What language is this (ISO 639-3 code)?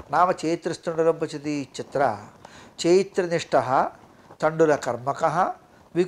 san